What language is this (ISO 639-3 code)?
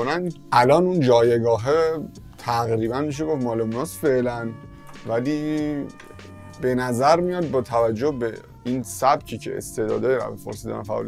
fas